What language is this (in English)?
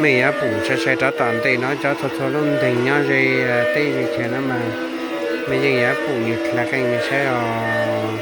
Hmong